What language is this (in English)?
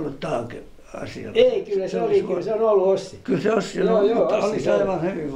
Finnish